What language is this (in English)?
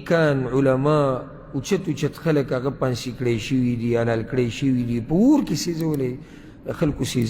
Pashto